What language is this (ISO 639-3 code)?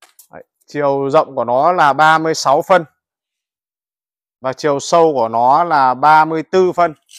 vie